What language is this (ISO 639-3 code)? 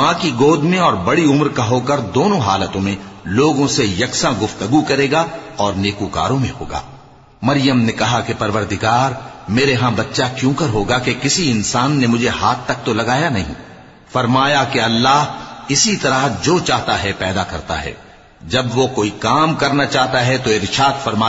urd